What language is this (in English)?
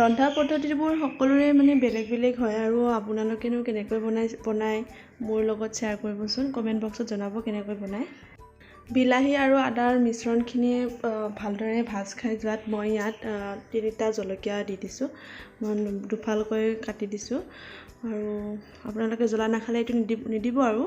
Assamese